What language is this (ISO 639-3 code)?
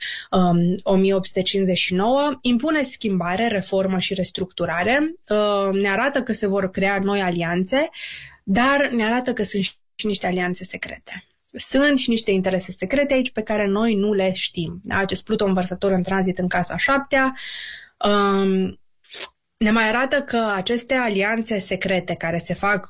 ron